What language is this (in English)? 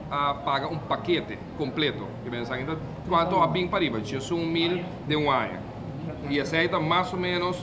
Papiamento